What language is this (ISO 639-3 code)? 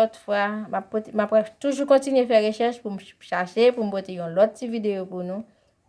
hat